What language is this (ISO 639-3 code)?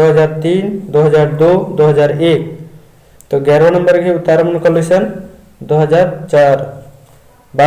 kru